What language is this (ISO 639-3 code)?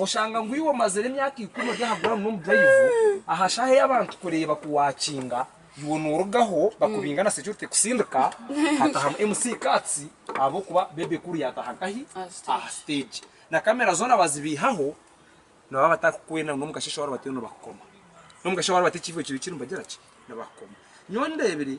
nyn